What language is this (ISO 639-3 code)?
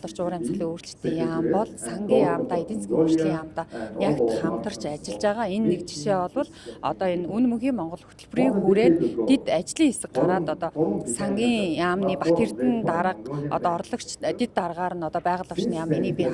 mon